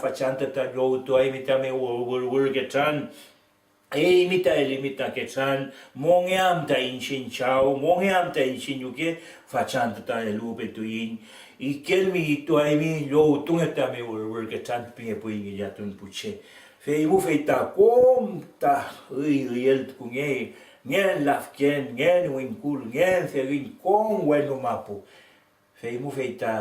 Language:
Mapuche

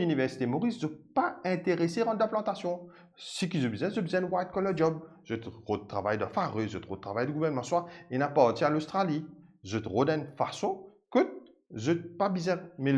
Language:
Morisyen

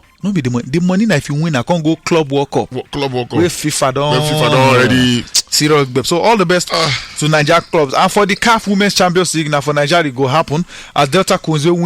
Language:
Nigerian Pidgin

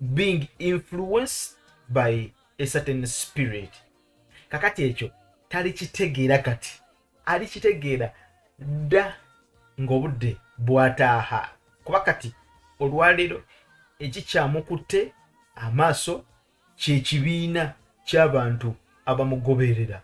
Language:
Ganda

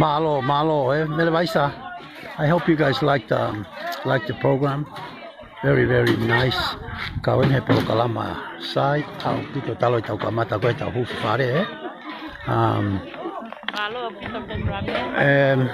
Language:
Tongan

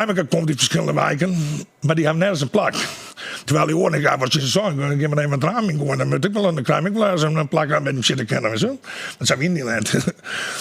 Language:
Western Frisian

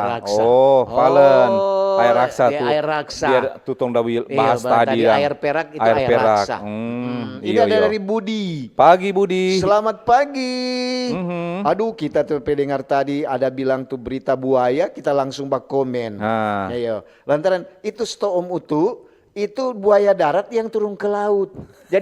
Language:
Manado Malay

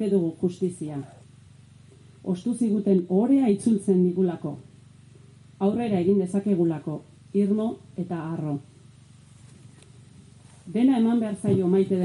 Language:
Basque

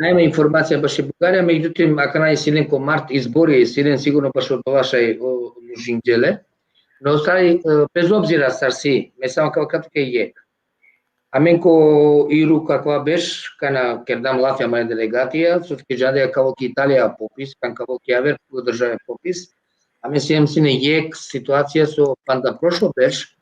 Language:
Balkan Romani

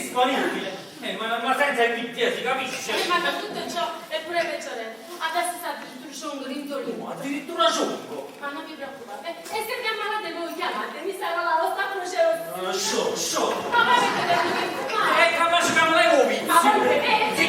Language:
Neapolitan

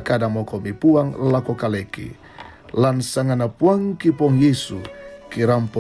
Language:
Toraja-Sa'dan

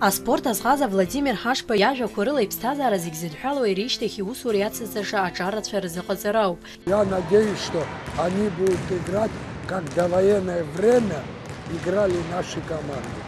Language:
Abkhazian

